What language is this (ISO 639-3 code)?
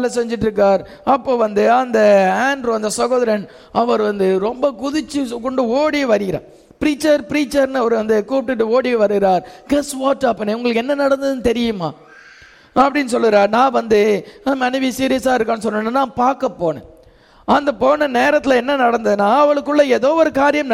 tam